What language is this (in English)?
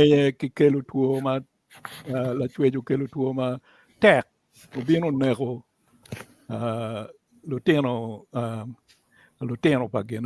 Acoli